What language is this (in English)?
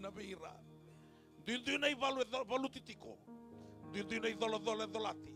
Fijian